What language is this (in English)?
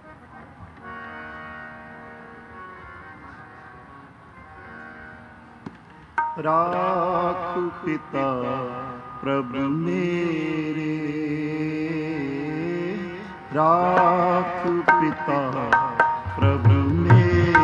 Punjabi